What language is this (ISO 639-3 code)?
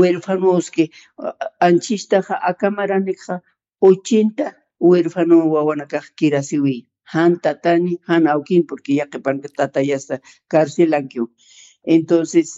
aym